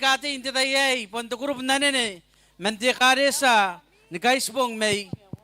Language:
Gilbertese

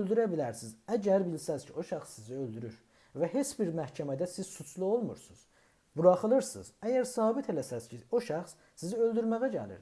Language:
South Azerbaijani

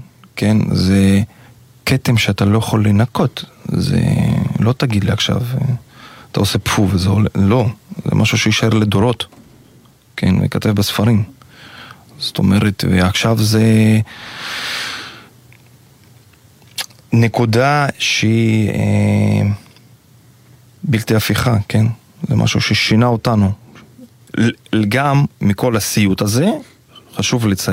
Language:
Hebrew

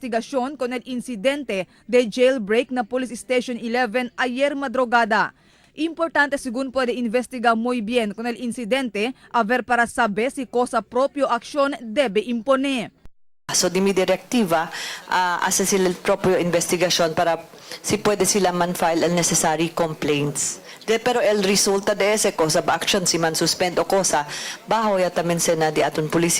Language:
Chavacano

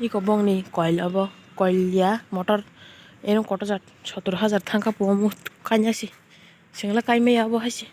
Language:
Kok Borok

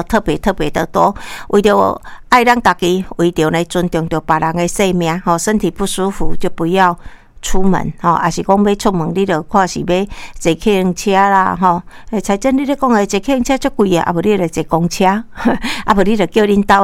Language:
Min Nan Chinese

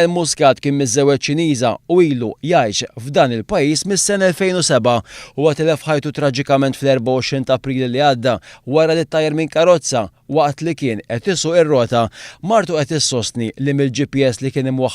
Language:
Maltese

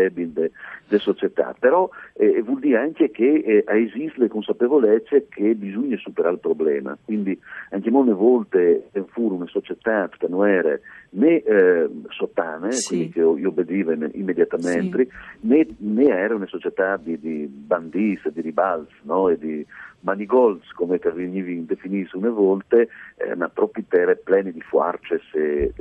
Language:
Friulian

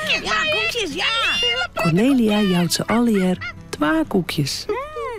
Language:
Western Frisian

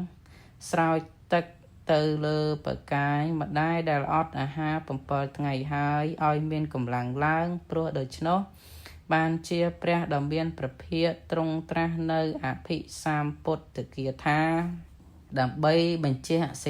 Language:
Khmer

